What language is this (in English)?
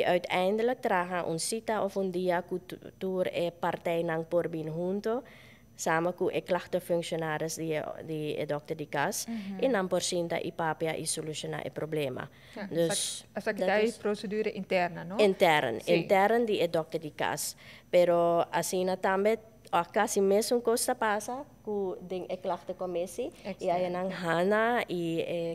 Papiamento